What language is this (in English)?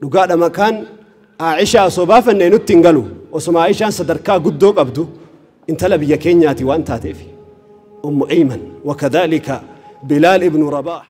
Oromo